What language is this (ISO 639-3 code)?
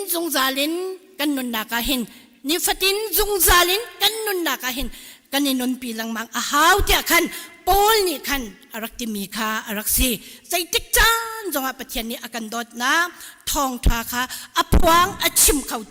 cnh